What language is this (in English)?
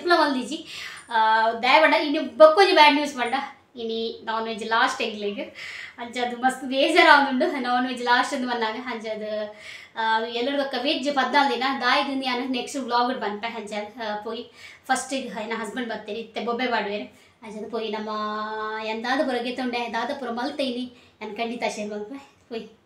Tulu